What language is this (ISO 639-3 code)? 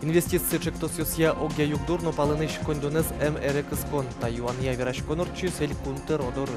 udm